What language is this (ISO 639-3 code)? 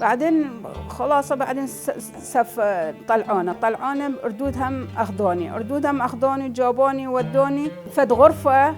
acm